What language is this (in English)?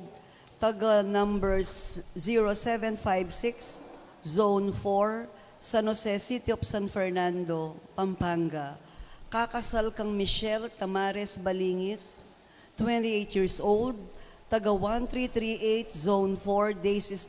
Pampanga